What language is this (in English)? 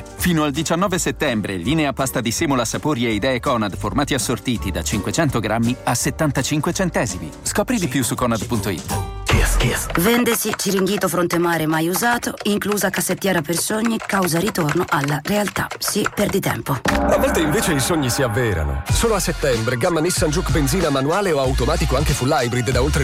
Italian